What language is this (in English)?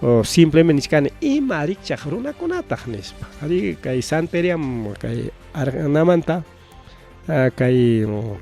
Ayacucho Quechua